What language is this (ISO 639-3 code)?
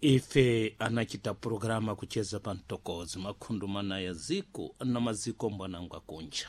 seh